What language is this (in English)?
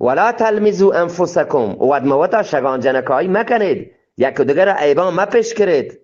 Eastern Balochi